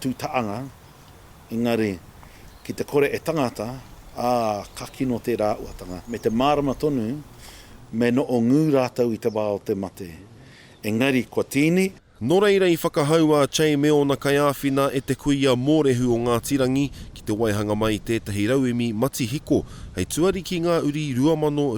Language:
Māori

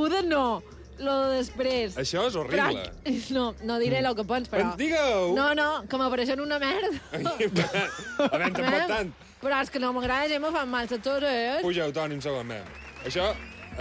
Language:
Catalan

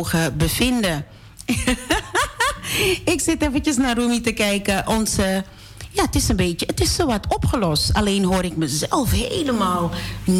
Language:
Dutch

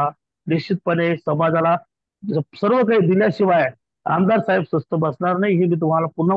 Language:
Marathi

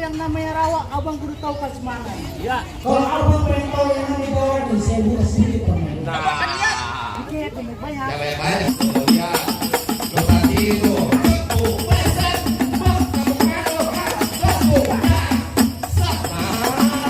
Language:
Betawi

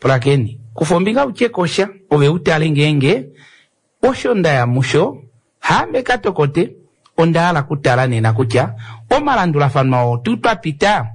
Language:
Kuanyama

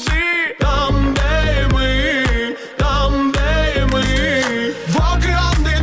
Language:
Ukrainian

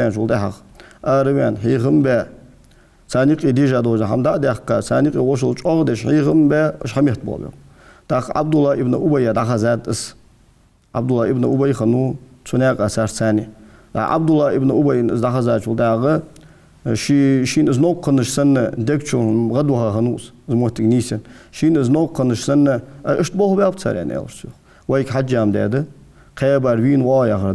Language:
Ingush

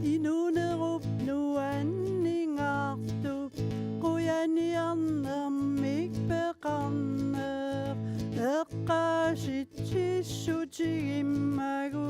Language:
Kalaallisut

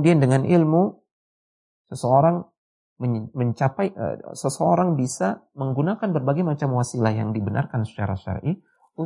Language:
Indonesian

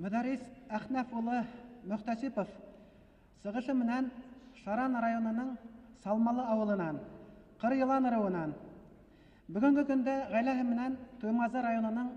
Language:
Bashkir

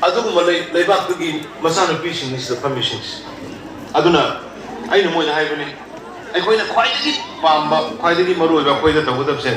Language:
Manipuri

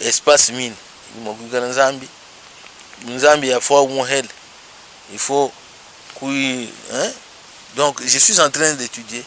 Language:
Luba-Lulua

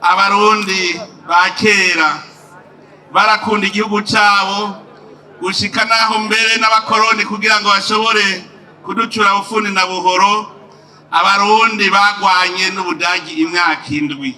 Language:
Rundi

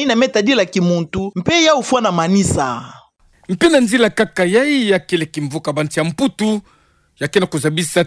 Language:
Kituba (Democratic Republic of Congo)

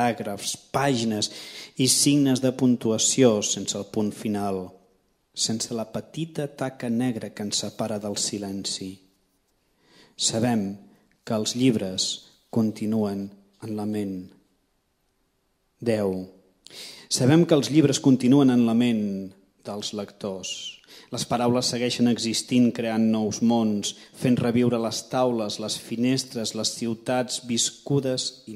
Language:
Catalan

